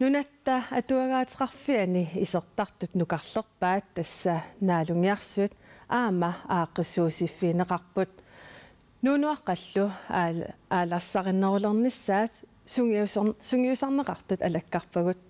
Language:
Kalaallisut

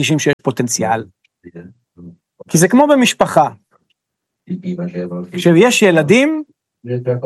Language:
Hebrew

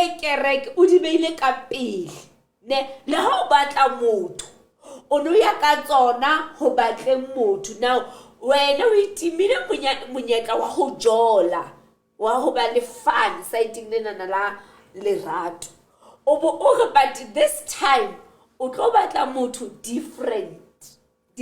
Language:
Southern Sotho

